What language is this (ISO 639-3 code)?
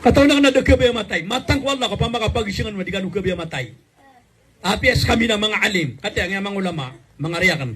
mrw